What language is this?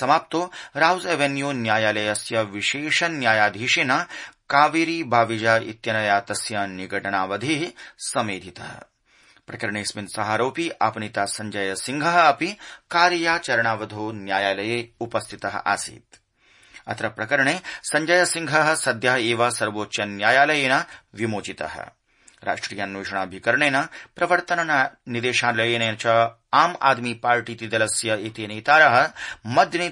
Sanskrit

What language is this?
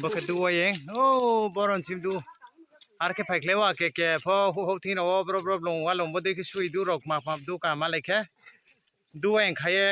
Riang (India)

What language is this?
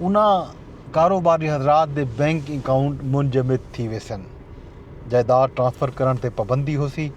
Saraiki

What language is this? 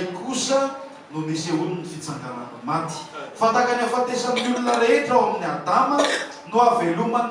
Malagasy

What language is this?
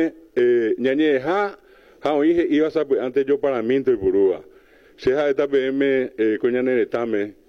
Guarani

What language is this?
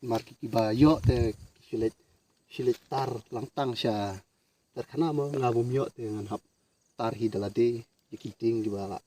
Khasi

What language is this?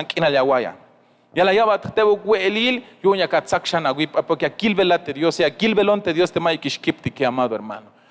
Tzeltal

